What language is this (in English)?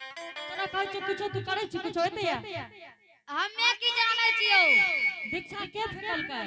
Angika